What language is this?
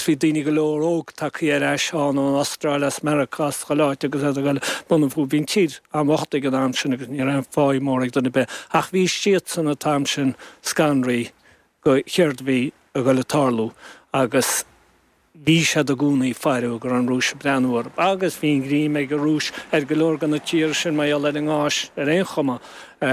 Irish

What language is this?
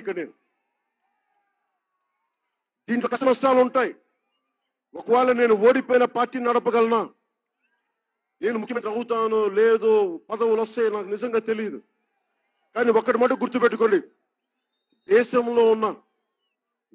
Telugu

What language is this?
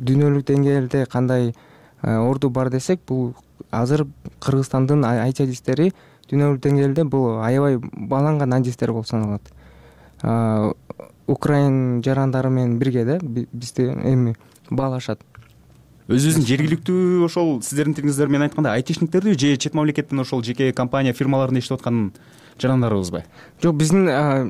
Kyrgyz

